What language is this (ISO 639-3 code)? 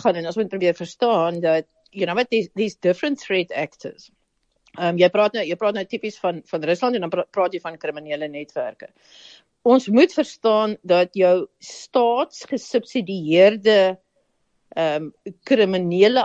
afr